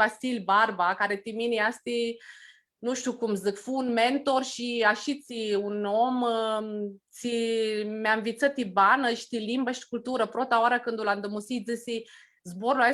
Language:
Aromanian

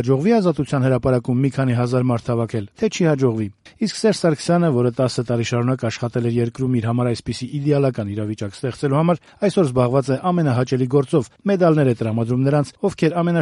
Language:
Armenian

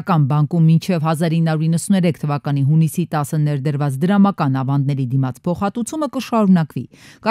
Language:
Armenian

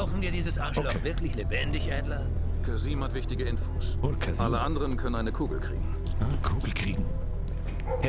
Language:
Bavarian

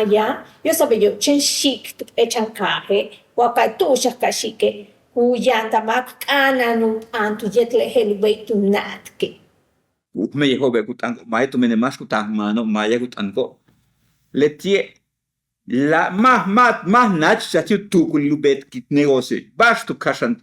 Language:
Yucateco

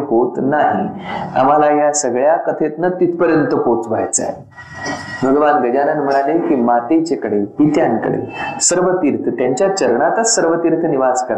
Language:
Marathi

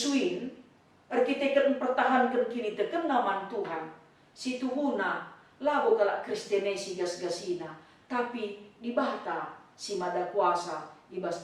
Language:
Batak Karo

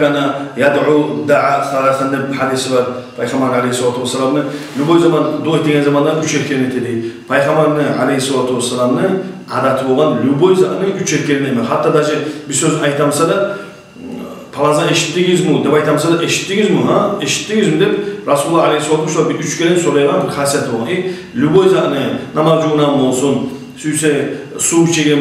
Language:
Kumyk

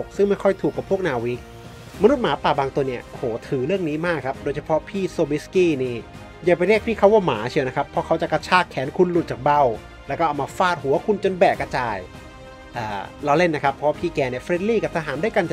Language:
Thai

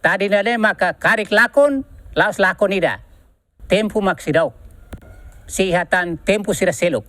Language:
Tetum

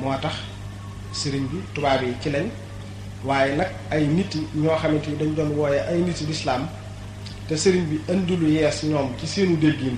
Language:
Wolof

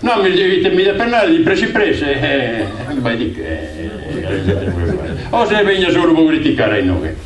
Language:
Sardinian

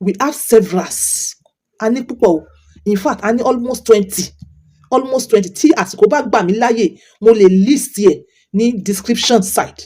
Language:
Yoruba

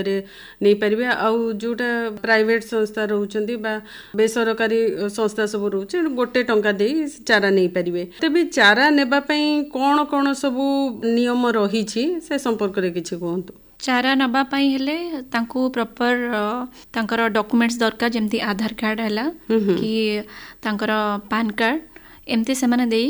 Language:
Odia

